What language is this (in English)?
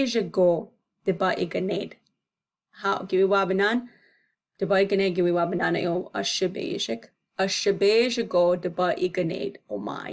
Chippewa